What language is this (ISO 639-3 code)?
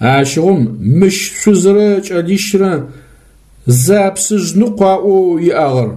ady